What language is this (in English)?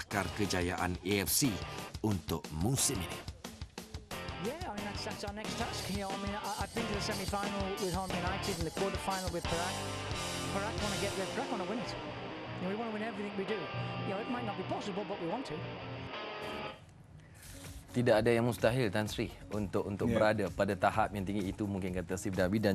Malay